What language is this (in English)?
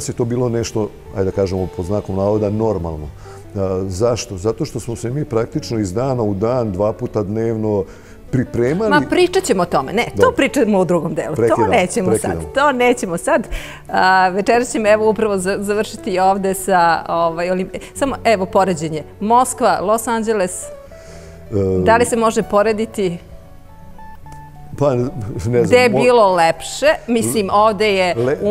Serbian